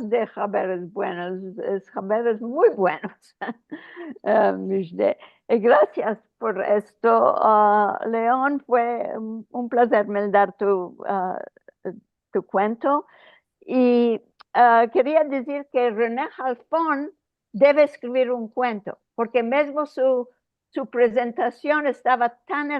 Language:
Ladino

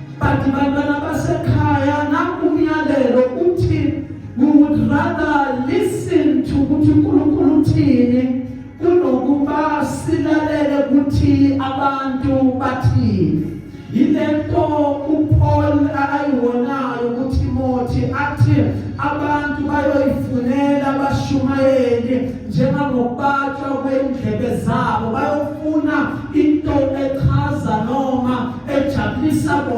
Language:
Zulu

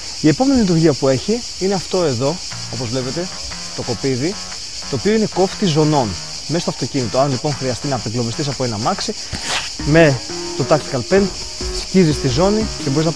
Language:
Greek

